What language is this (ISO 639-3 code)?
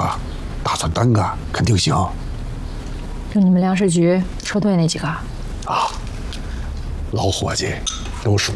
zho